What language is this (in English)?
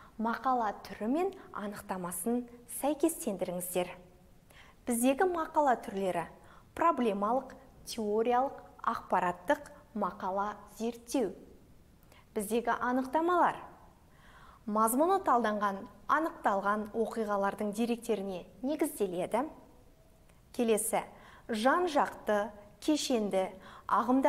Kazakh